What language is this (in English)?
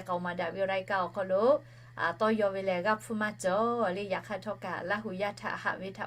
Lahu